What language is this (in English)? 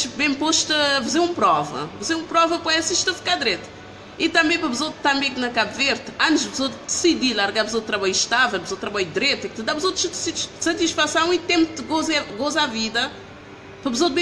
Kabuverdianu